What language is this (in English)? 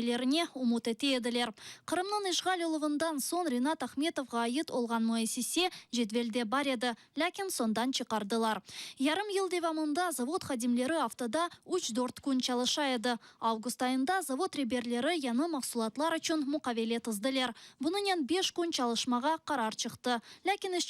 Crimean Tatar